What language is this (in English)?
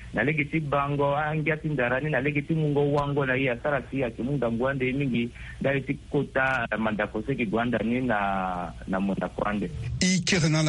Sango